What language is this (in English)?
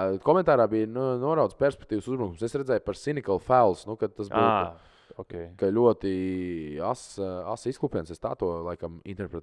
Latvian